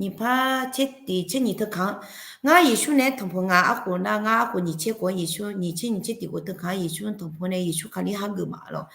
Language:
Akha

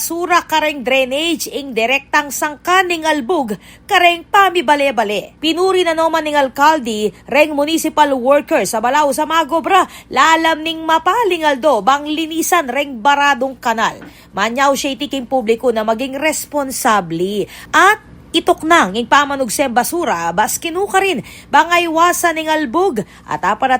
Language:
Pampanga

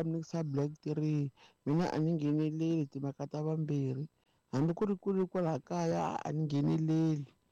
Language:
Tsonga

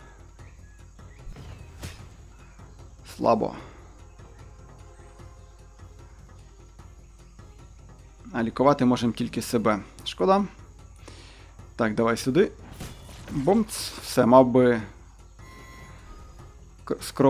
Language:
Ukrainian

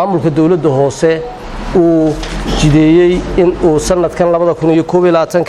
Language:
Somali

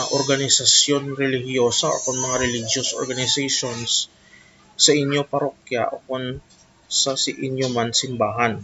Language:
Hiligaynon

